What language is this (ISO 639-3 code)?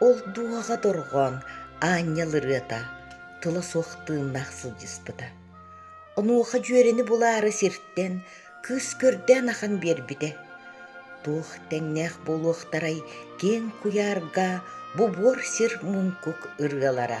sah